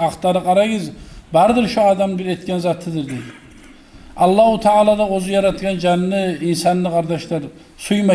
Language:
Kumyk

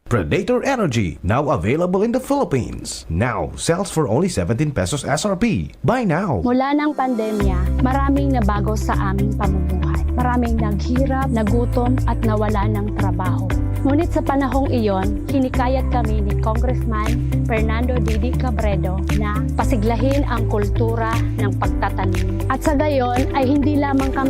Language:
Bikol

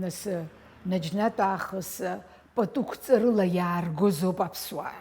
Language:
Abkhazian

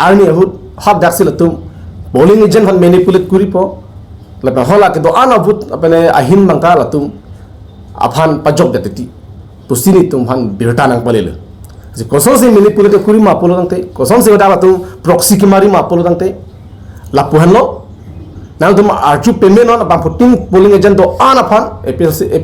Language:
Karbi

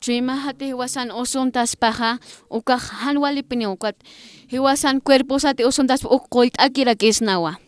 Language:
Aymara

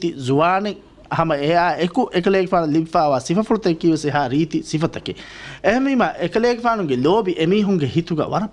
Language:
Divehi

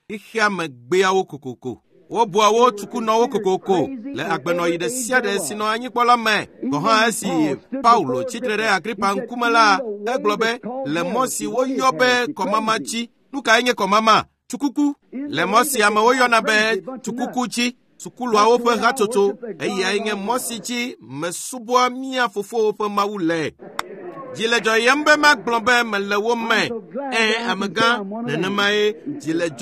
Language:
Ewe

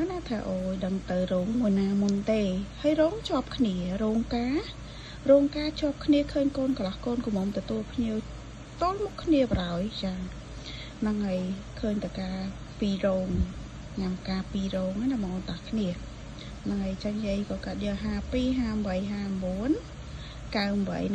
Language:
Khmer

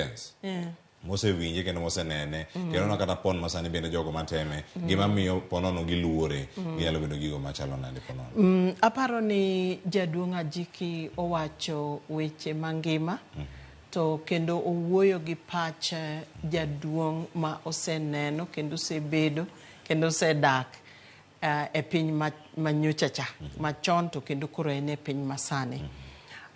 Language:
Luo (Kenya and Tanzania)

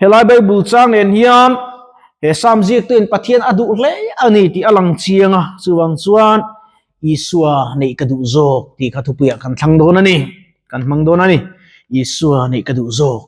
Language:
Mizo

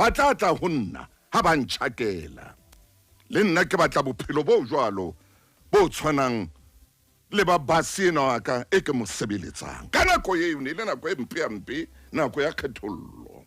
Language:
Southern Sotho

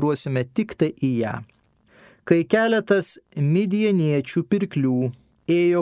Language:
Lithuanian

